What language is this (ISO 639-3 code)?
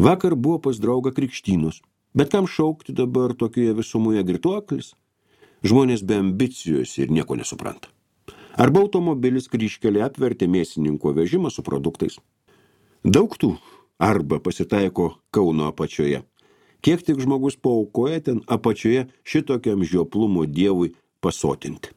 lit